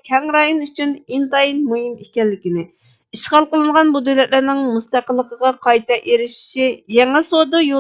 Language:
Uyghur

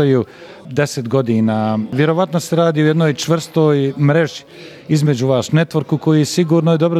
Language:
Bosnian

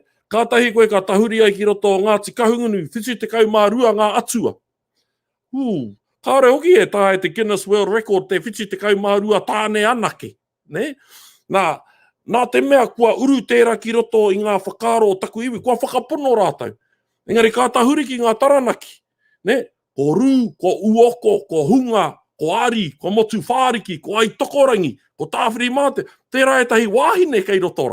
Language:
Māori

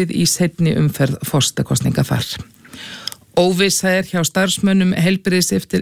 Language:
Icelandic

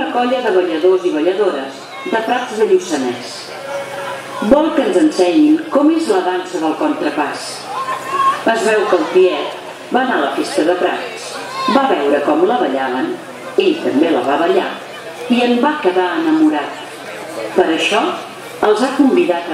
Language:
Catalan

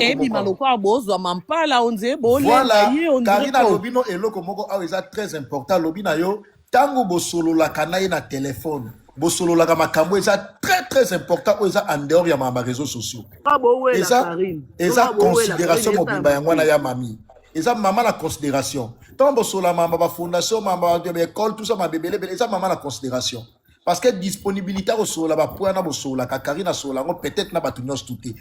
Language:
Lingala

